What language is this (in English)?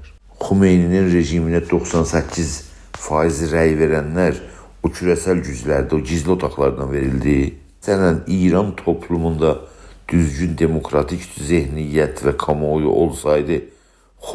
South Azerbaijani